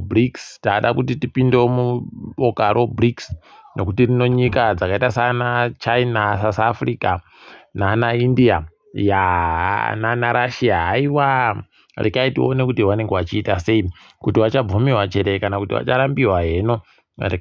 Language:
Ndau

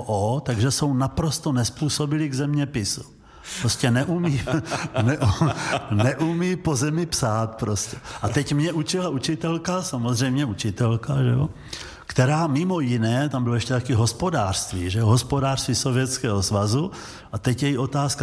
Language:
Czech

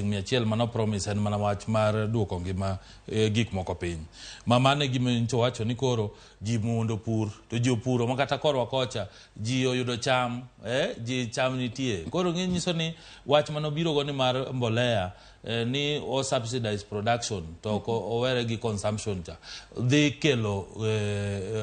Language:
Luo (Kenya and Tanzania)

